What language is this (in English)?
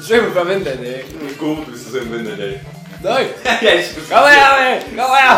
Faroese